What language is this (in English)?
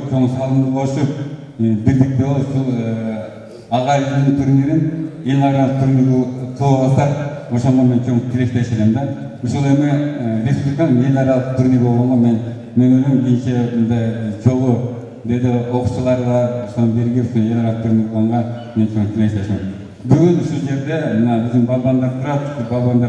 Kyrgyz